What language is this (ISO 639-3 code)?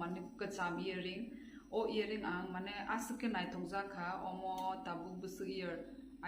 trp